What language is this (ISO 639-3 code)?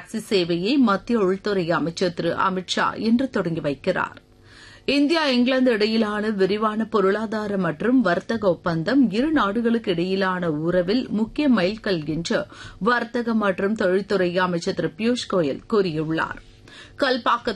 tam